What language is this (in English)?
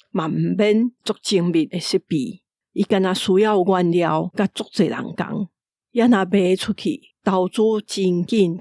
Min Nan Chinese